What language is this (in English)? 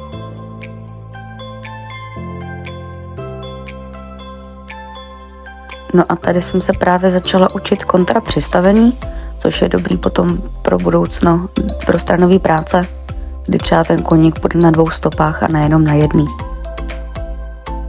Czech